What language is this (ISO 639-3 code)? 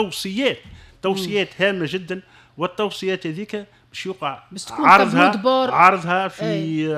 aeb